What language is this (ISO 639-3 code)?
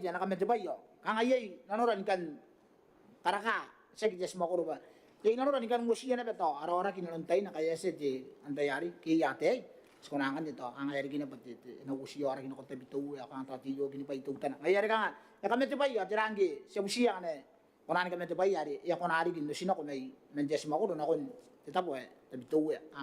gil